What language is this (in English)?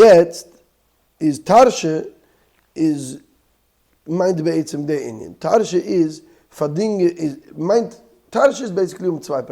Yiddish